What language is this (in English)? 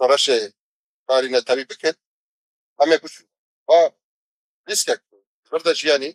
Kurdish